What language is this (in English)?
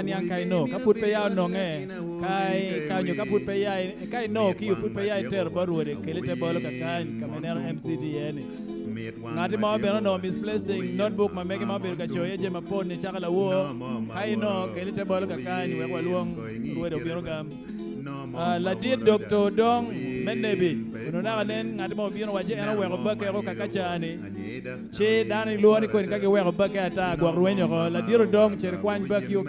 Acoli